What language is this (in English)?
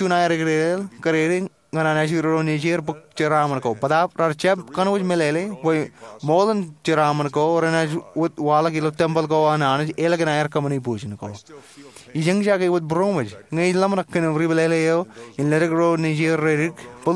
Marshallese